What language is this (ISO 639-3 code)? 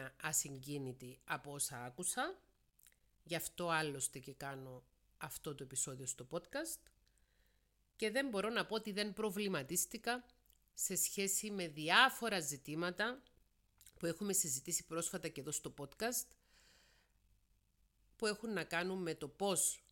ell